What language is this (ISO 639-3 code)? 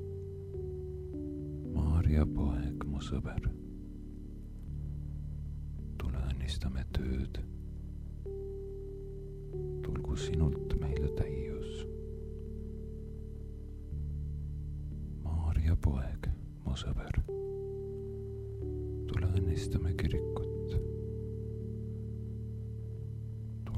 est